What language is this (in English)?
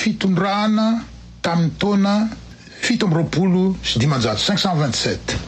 Malagasy